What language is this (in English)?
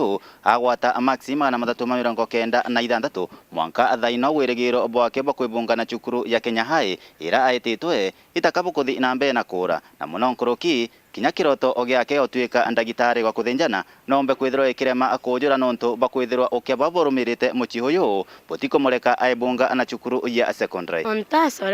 Meru